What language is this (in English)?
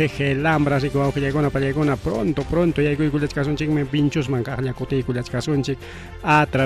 Ayacucho Quechua